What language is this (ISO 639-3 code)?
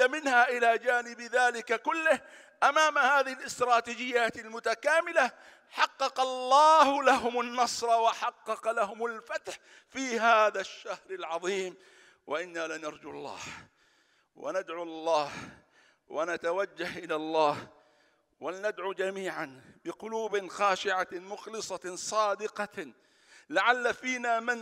ara